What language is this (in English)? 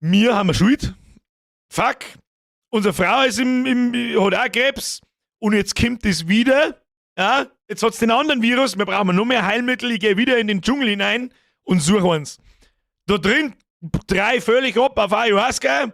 Bavarian